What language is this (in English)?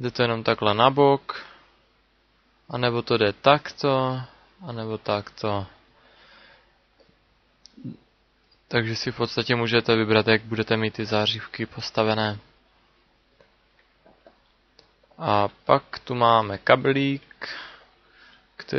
Czech